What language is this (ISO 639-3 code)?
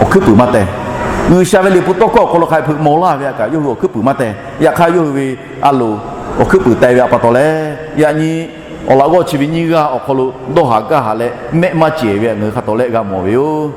lhu